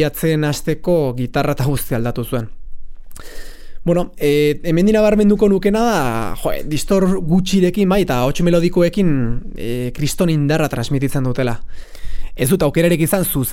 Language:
Basque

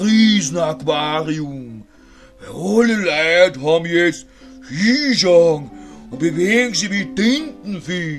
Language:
Bavarian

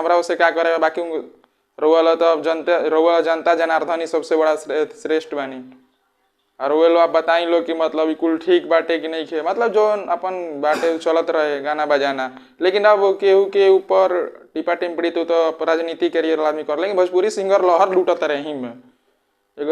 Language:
Bhojpuri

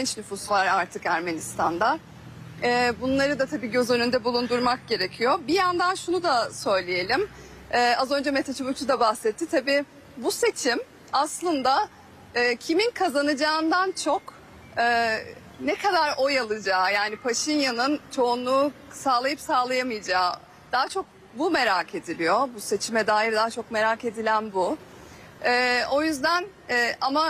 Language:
Turkish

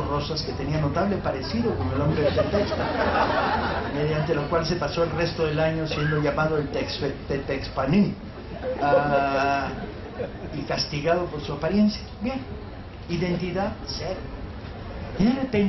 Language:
Spanish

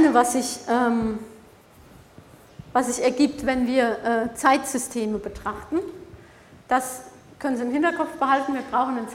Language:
German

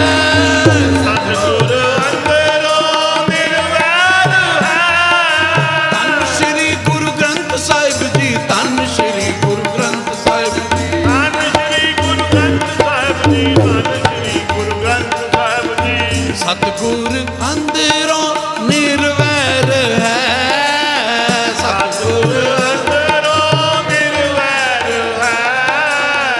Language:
Punjabi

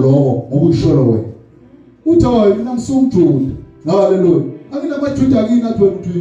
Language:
Zulu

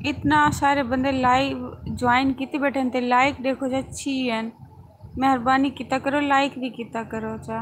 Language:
Saraiki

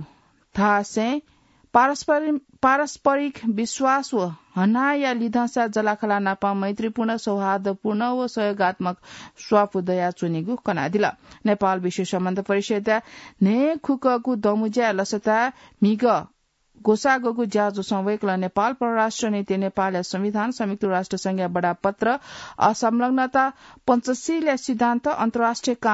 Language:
Newari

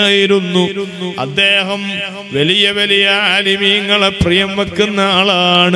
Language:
Malayalam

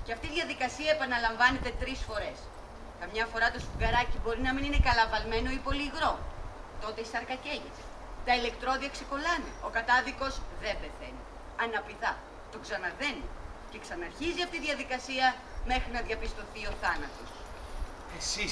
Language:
Greek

